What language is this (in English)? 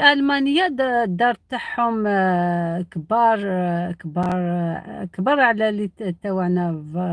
Algerian Arabic